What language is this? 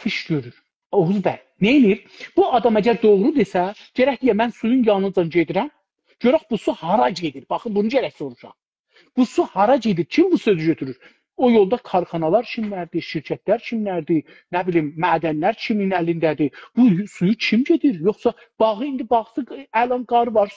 South Azerbaijani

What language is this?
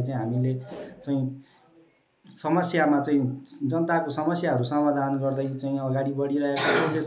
Nepali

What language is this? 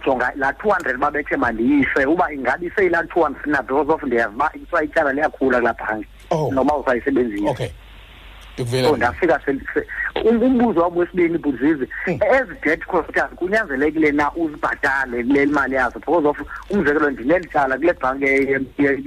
Xhosa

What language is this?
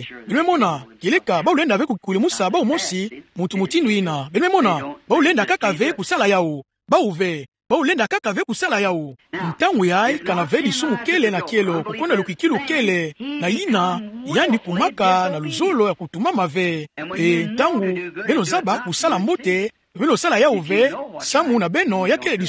Kituba (Democratic Republic of Congo)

